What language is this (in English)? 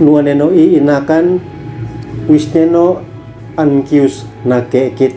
Uab Meto